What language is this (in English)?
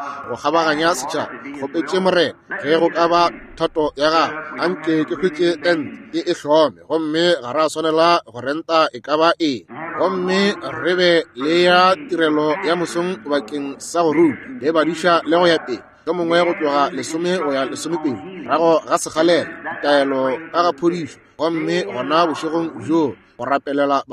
Northern Sotho